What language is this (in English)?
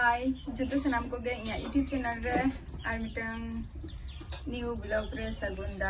Santali